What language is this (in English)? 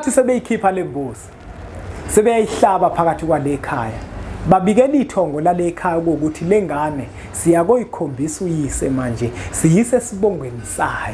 Zulu